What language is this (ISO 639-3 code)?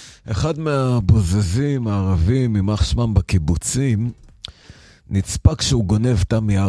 heb